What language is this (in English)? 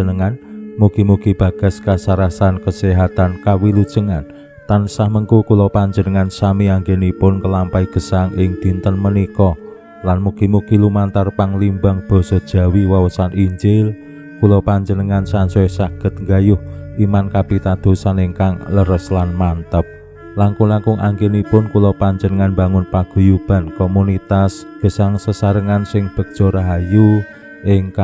Javanese